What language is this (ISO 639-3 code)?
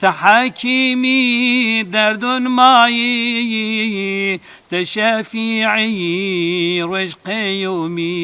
zza